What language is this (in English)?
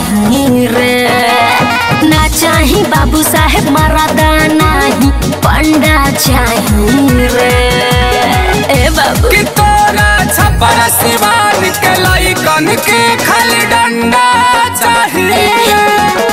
Bhojpuri